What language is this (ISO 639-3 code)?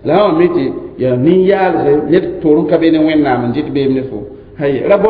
mos